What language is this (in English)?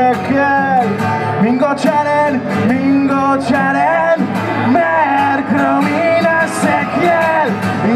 Basque